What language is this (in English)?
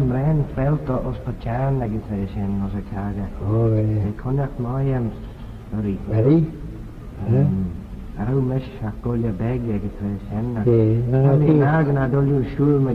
Manx